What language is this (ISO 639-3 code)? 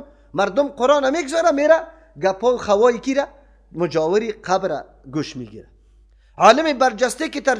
fas